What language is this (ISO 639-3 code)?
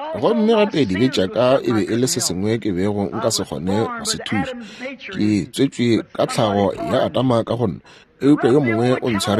nso